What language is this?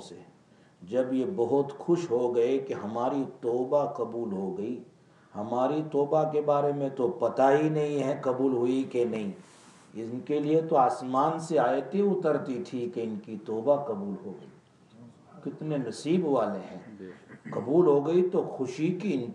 Urdu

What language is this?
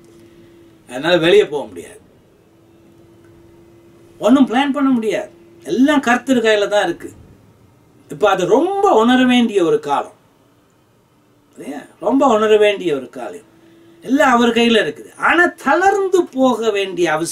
Tamil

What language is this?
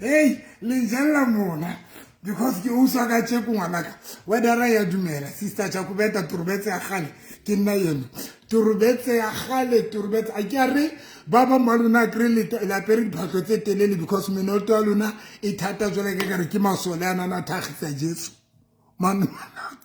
Southern Sotho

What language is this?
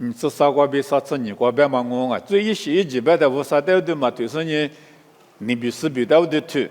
Lisu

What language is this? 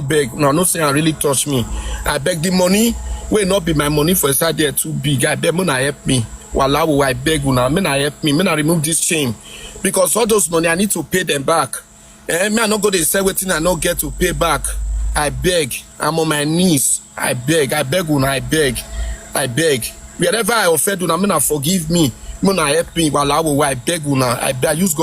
Nigerian Pidgin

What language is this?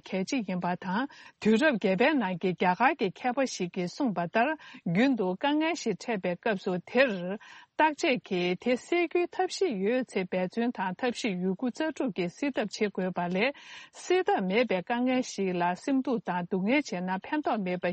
Tibetan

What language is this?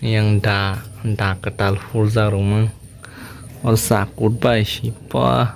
Kok Borok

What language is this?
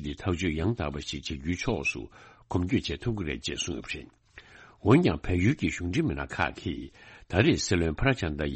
Tibetan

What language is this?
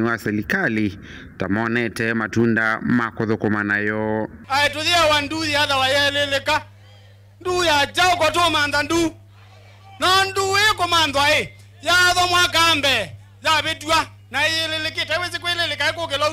Kamba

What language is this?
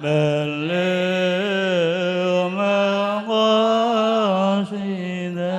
Madurese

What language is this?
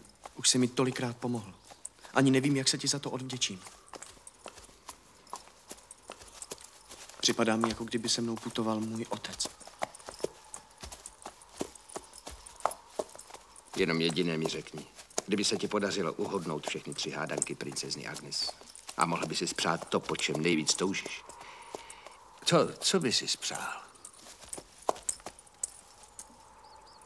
Czech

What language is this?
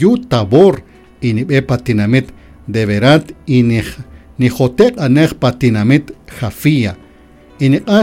Kaqchikel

